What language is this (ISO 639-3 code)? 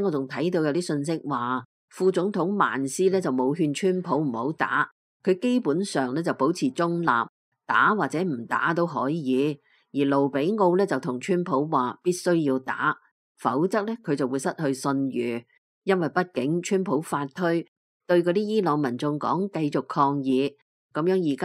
yue